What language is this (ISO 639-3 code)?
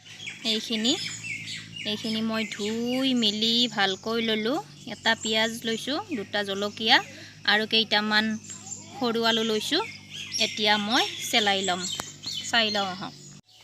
asm